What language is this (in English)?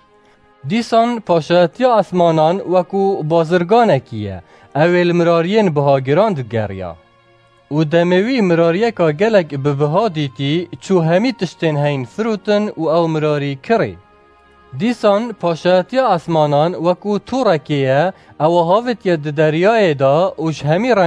Kurdish